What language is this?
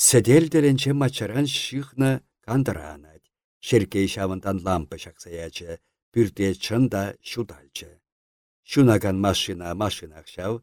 Chuvash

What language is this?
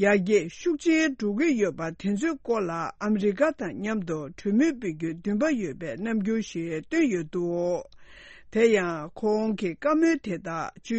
Tibetan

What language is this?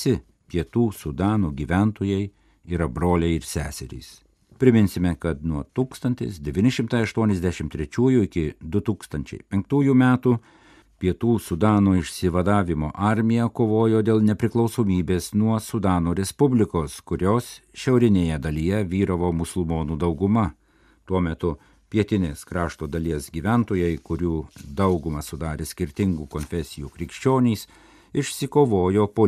Lithuanian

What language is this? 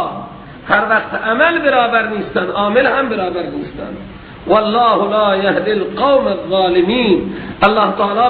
Persian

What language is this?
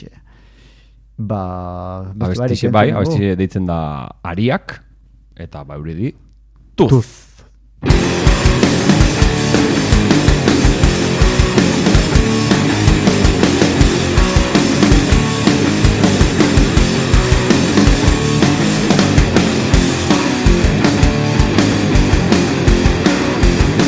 Basque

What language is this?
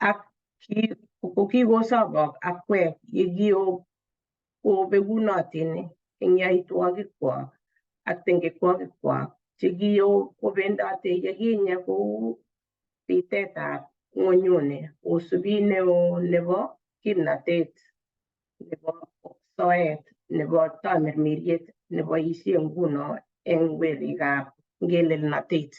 Kalenjin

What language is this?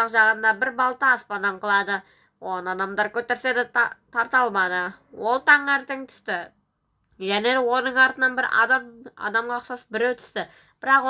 Kazakh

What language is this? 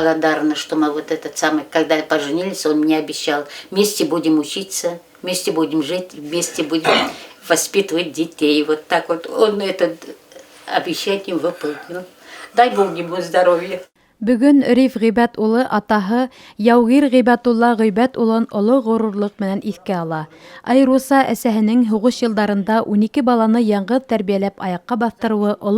Bashkir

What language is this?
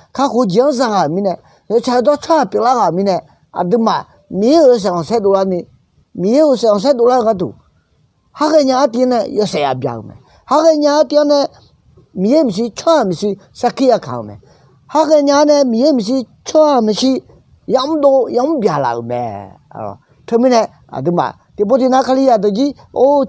Akha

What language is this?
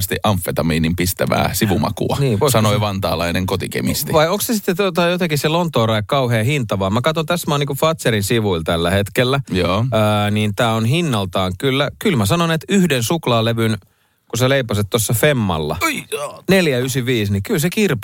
Finnish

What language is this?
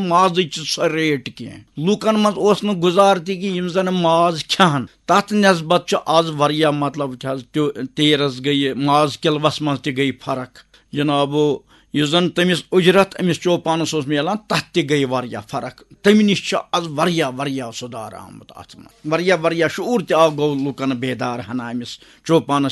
Kashmiri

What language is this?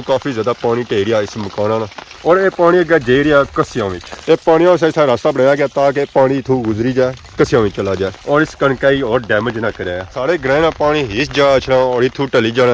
Pahari-Potwari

